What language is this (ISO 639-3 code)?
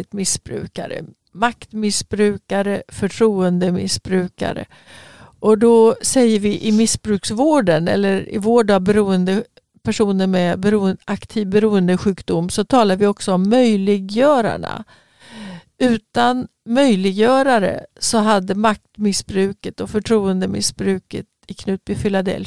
swe